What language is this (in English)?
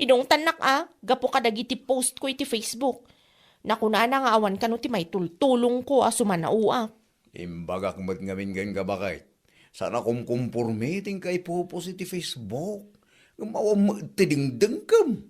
Iloko